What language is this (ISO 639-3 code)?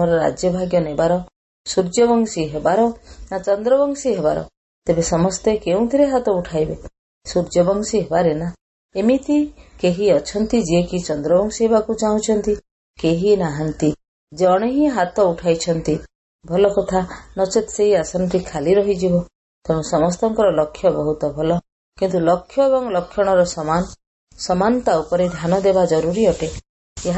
ori